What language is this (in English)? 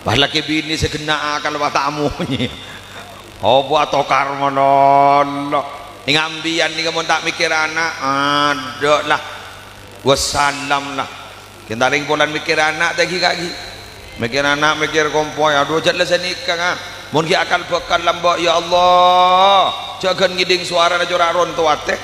Madurese